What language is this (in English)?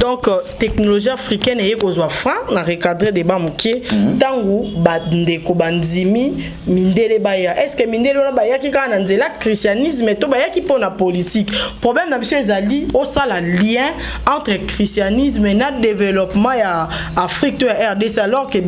Lingala